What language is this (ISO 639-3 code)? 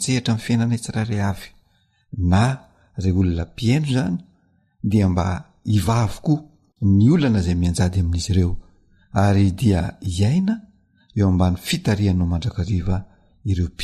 mlg